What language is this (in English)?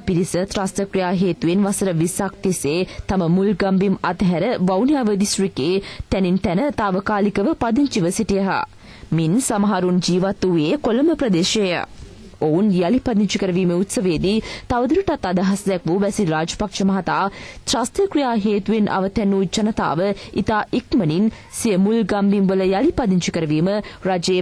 Sinhala